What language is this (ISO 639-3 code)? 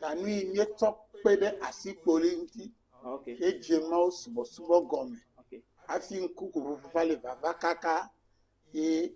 ewe